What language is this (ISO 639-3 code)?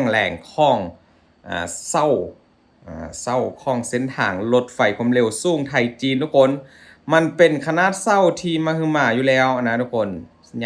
lao